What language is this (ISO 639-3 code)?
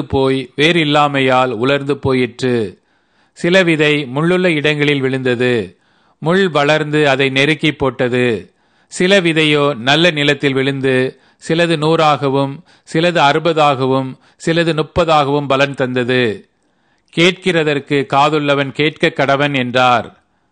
tam